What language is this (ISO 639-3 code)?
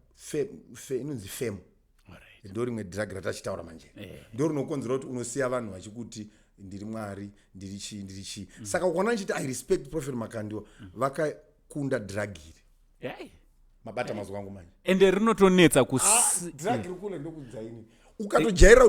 sna